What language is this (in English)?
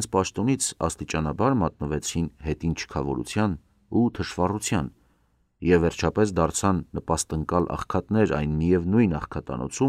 Armenian